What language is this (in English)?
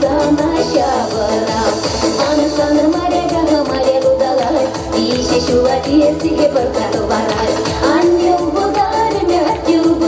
Chuvash